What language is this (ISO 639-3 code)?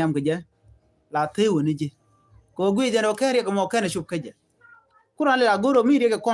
nus